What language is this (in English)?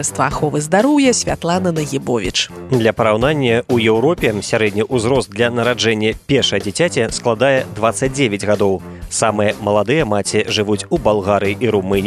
Belarusian